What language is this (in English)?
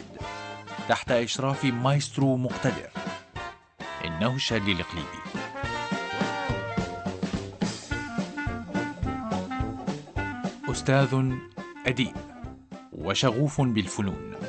Arabic